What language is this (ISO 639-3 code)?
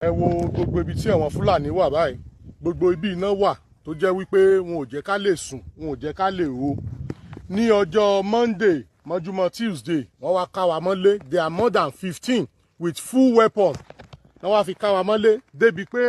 yor